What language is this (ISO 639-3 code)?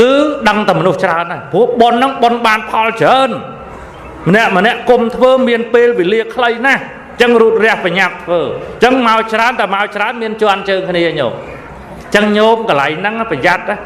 khm